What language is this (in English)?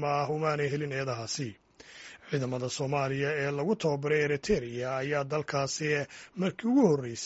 Somali